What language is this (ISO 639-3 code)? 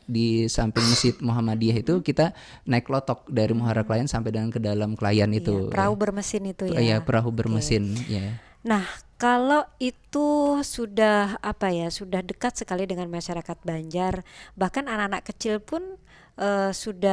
bjn